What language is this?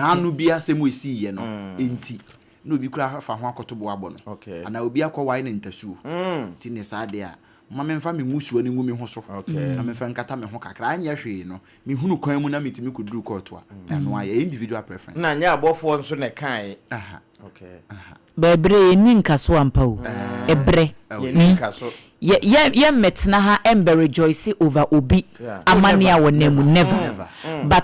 Akan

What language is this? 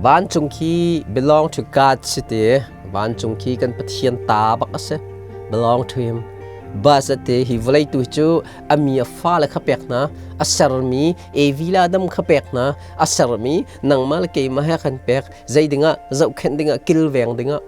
Hakha Chin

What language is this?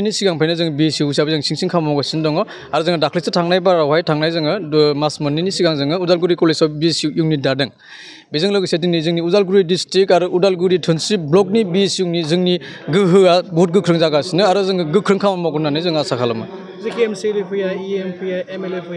Bodo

